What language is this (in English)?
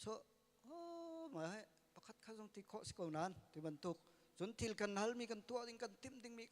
Hakha Chin